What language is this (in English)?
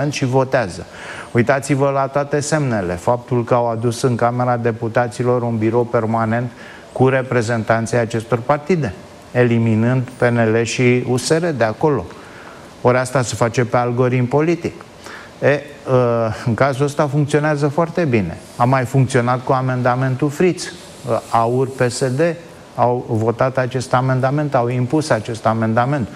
Romanian